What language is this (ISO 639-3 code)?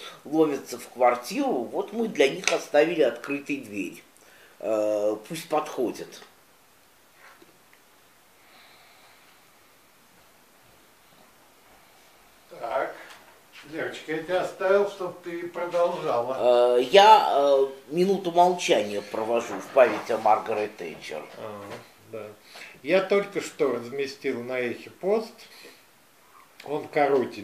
rus